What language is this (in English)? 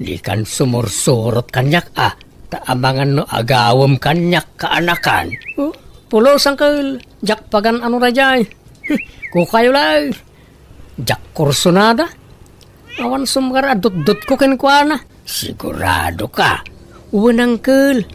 Iloko